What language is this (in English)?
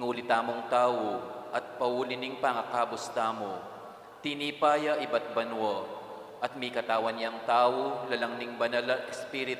Pampanga